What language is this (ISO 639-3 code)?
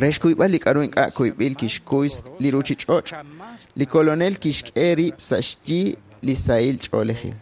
kek